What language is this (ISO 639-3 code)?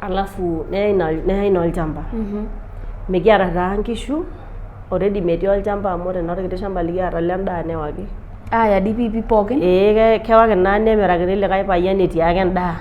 mas